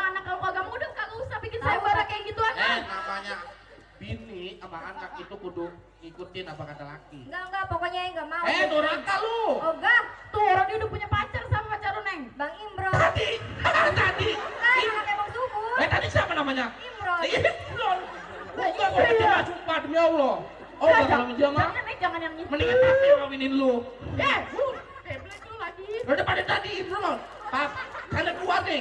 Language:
Betawi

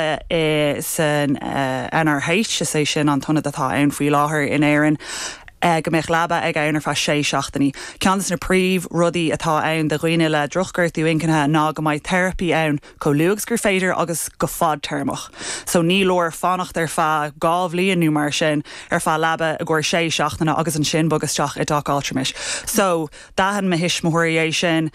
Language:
Irish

